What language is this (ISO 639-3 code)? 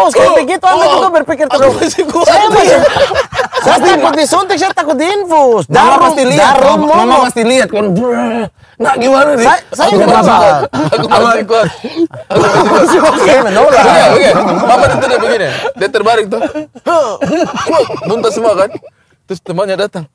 ind